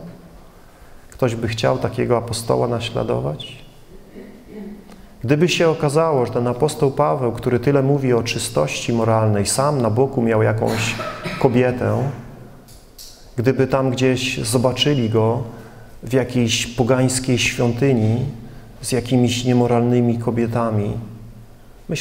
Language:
Polish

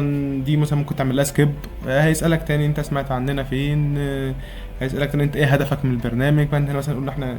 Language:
Egyptian Arabic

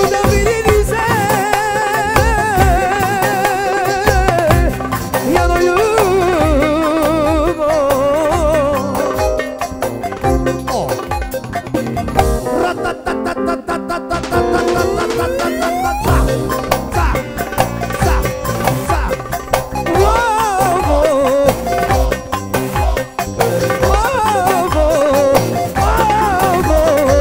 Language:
Turkish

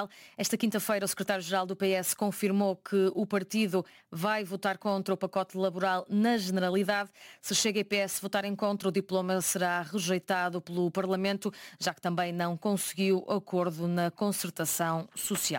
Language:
Portuguese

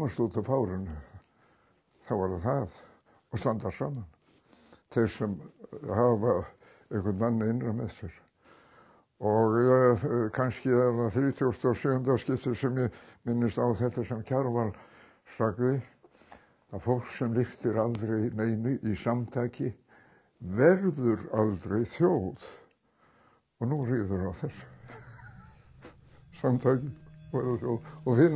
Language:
Icelandic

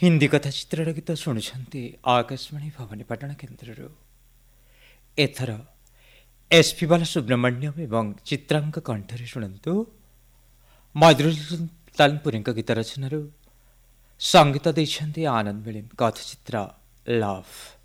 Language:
Odia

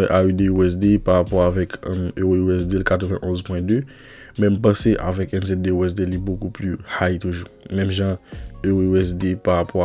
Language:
Haitian Creole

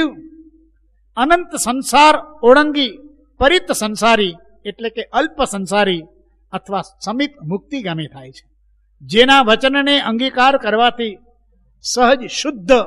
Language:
Gujarati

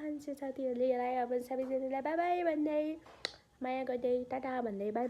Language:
Nepali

